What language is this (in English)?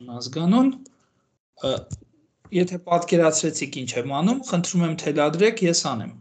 Armenian